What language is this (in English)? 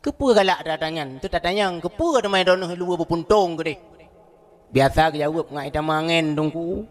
Achinese